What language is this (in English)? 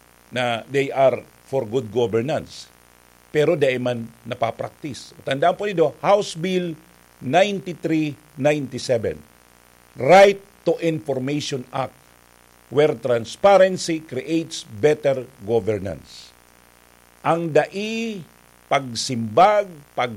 Bikol